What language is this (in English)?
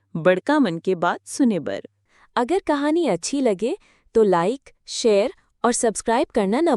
Chhattisgarhi